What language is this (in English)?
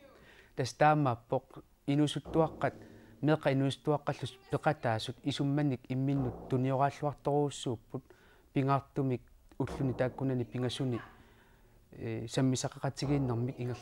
Kalaallisut